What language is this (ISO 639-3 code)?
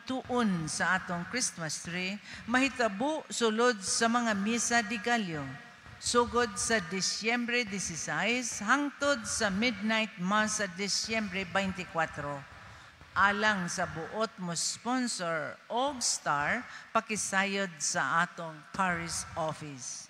ceb